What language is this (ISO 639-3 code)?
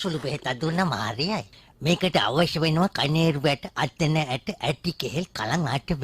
sin